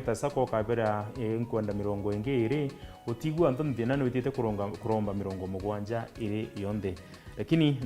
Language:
Meru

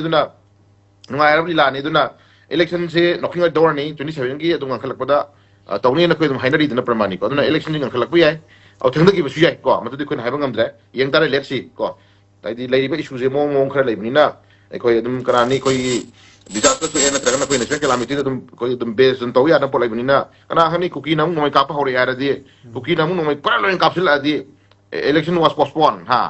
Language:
Manipuri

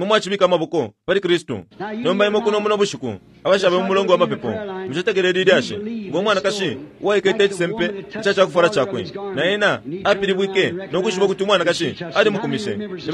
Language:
Bemba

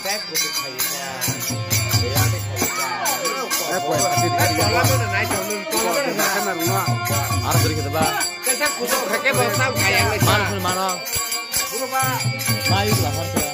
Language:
Kok Borok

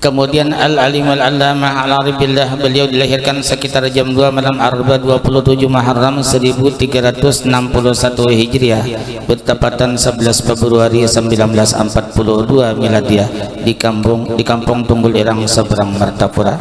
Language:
Banjar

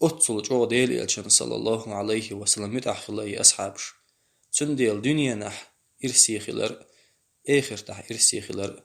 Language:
Chechen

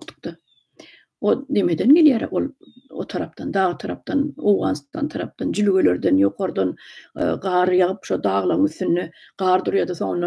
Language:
Turkmen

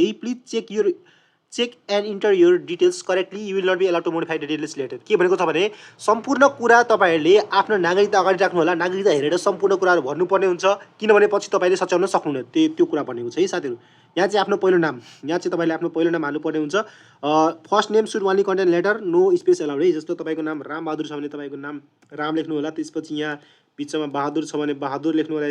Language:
Nepali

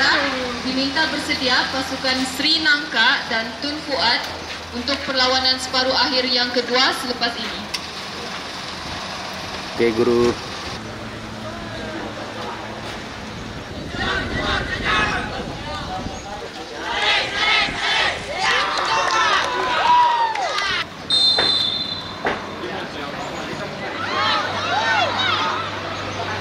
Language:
Malay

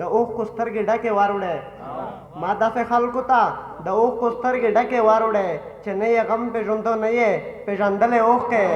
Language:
Pashto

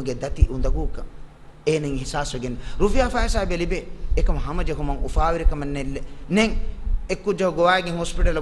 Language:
Divehi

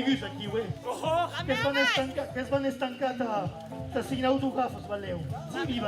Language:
Occitan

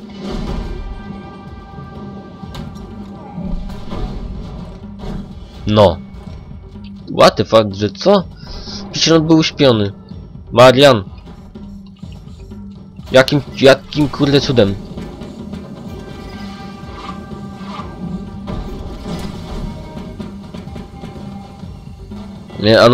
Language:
Polish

